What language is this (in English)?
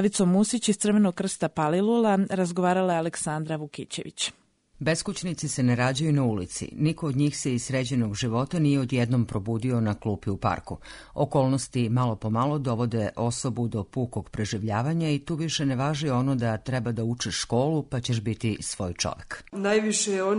Serbian